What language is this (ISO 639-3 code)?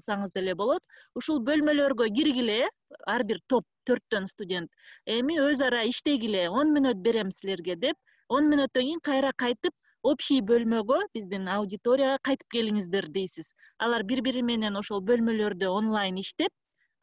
kir